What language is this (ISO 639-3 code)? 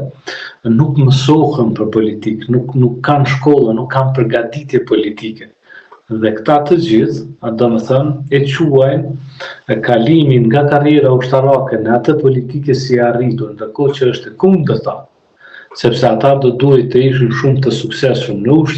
sqi